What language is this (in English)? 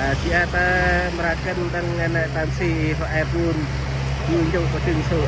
Central Mnong